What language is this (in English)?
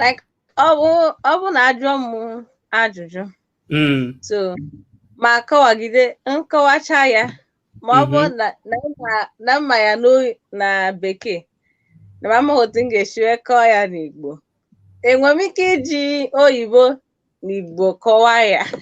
Igbo